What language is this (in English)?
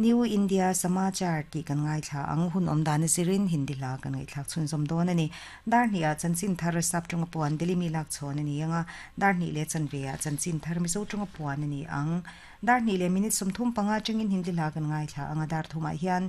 Mizo